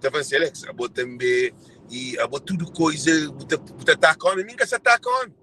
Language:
Kabuverdianu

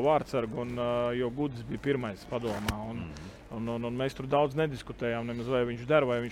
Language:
Latvian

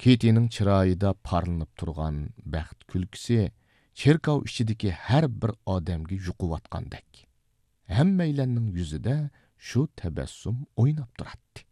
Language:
Uyghur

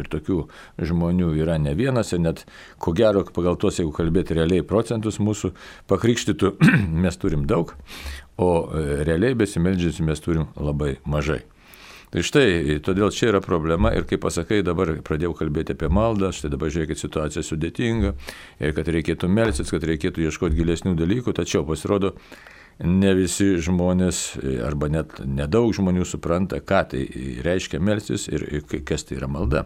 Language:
Lithuanian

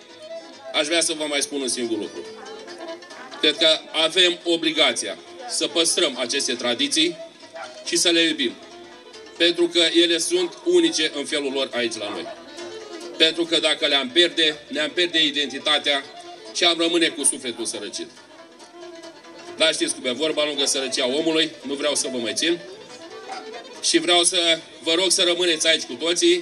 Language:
Romanian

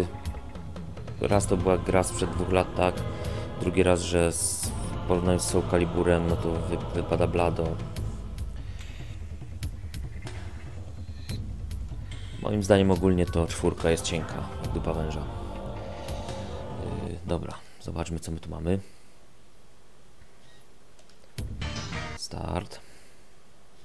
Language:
Polish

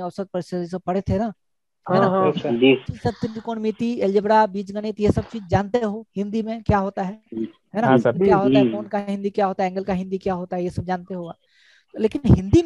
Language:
Hindi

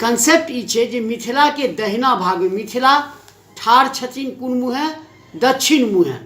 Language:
Maithili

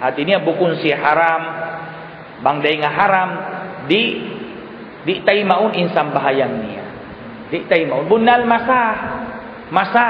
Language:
Tausug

